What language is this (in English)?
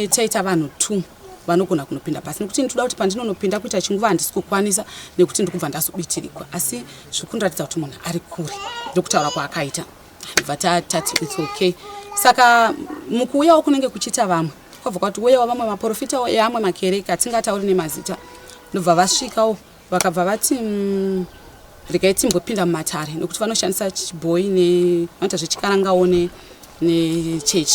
Shona